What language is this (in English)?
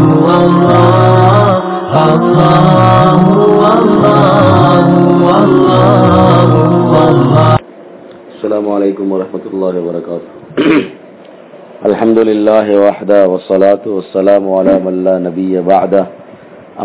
Tamil